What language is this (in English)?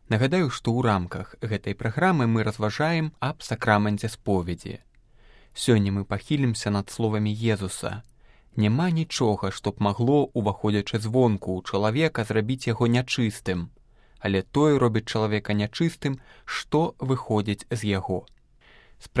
Belarusian